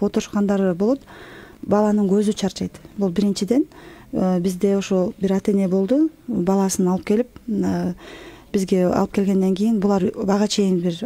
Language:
Kyrgyz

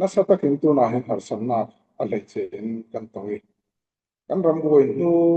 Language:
Falam Chin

